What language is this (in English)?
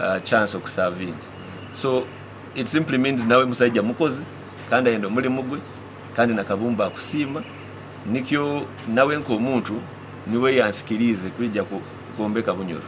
Nyoro